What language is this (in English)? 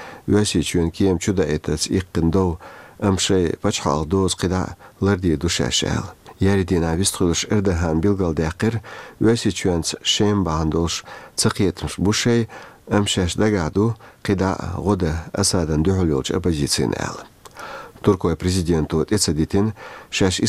Chechen